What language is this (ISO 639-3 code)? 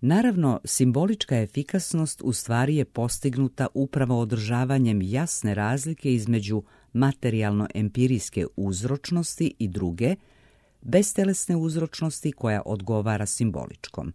srp